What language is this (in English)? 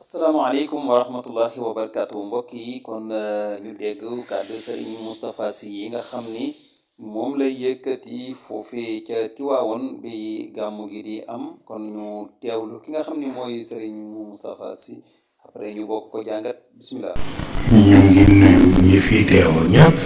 Wolof